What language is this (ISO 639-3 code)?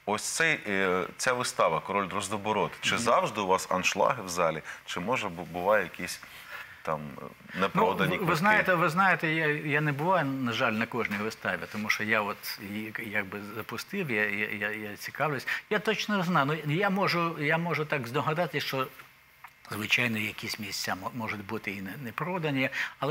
ukr